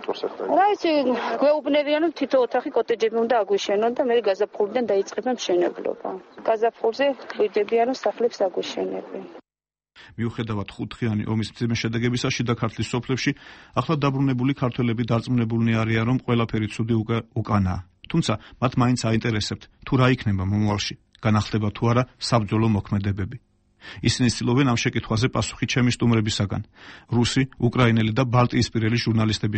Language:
Georgian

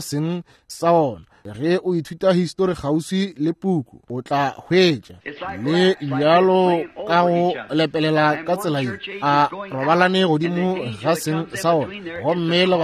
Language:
Northern Sotho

